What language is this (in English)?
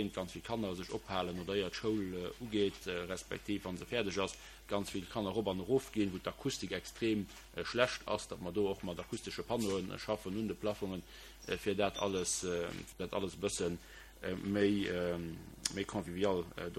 Luxembourgish